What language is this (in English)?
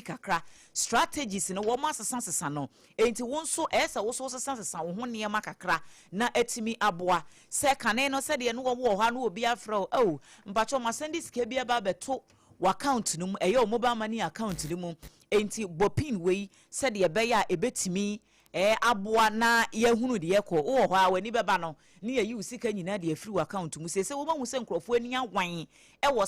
Akan